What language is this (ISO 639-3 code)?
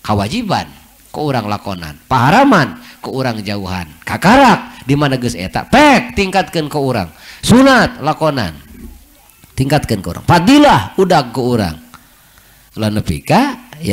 sun